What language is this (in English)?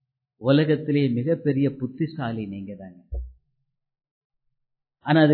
Tamil